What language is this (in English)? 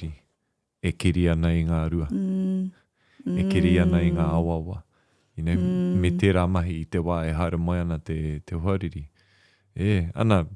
Māori